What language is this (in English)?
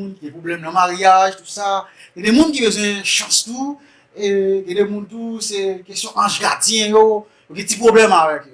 Haitian Creole